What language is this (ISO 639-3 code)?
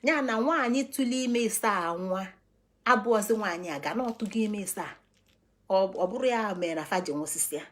ibo